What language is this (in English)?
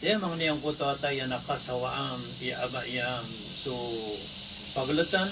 Maranao